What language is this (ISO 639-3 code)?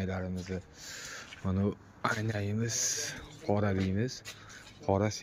uzb